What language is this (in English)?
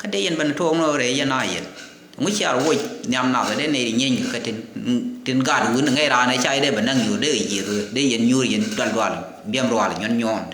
Nuer